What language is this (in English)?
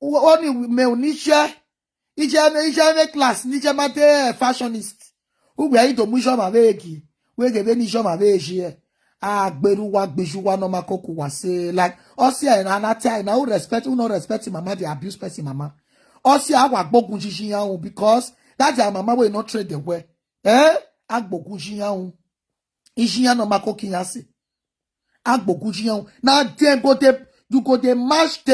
Nigerian Pidgin